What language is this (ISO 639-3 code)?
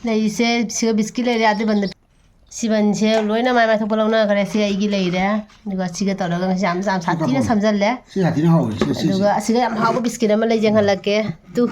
mni